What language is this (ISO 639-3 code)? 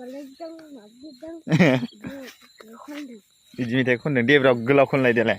brx